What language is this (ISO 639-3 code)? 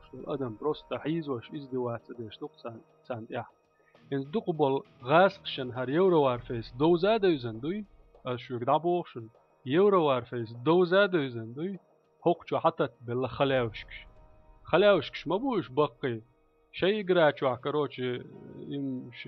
che